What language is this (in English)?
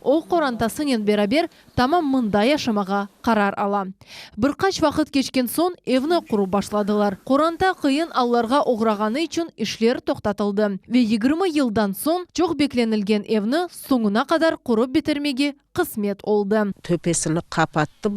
Crimean Tatar